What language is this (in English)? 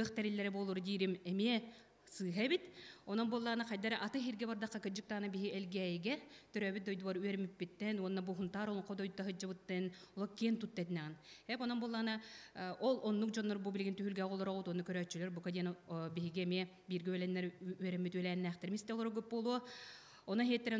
Yakut